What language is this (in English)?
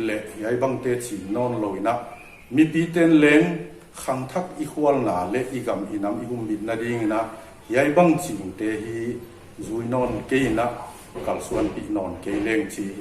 Paite Chin